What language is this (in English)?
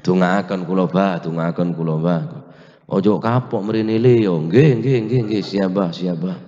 Madurese